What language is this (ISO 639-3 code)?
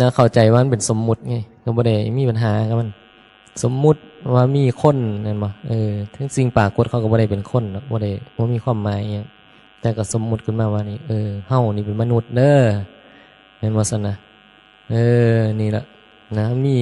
tts